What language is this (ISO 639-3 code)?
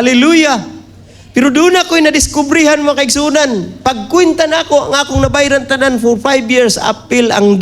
ceb